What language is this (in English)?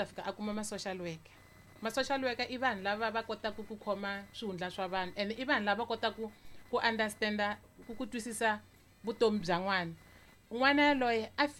Tsonga